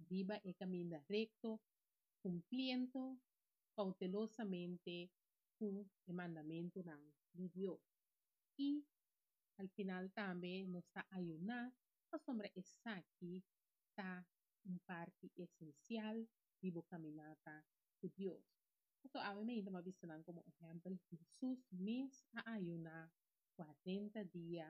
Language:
Papiamento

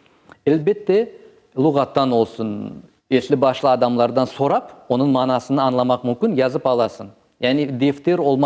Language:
Crimean Tatar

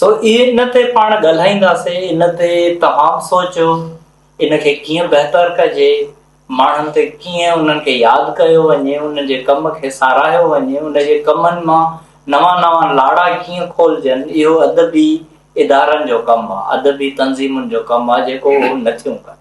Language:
Sindhi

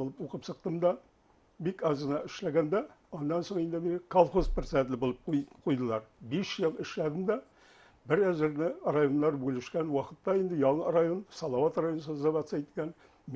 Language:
Bashkir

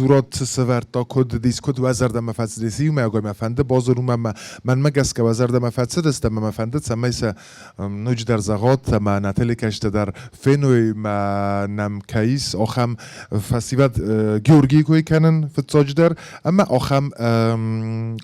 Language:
Ossetic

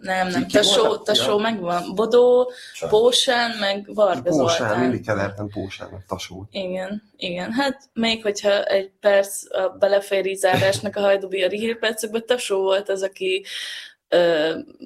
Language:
Hungarian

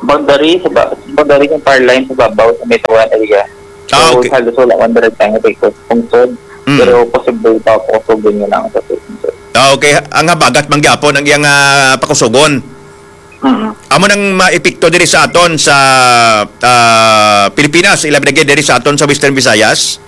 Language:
Hiligaynon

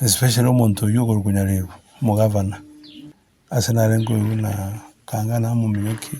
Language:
Gusii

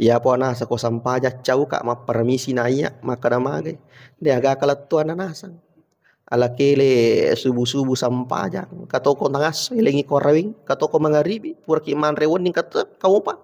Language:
Buginese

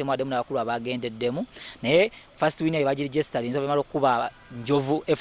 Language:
Ganda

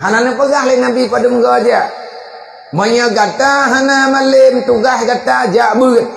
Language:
Achinese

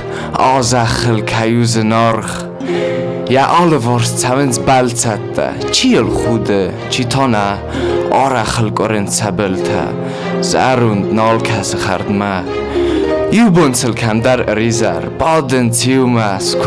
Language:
Ossetic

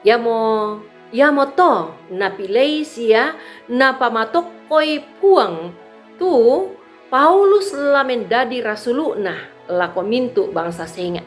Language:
Toraja-Sa'dan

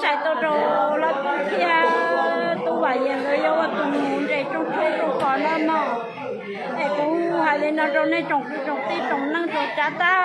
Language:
Hmong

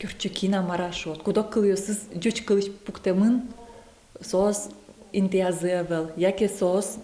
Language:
Udmurt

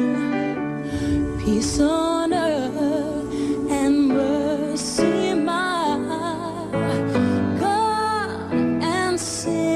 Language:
English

